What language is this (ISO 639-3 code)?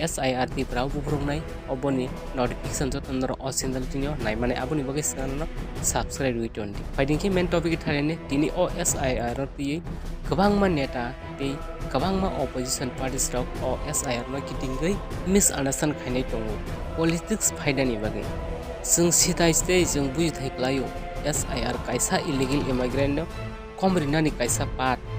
trp